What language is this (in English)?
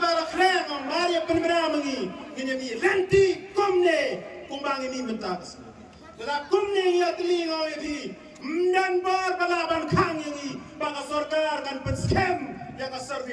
Khasi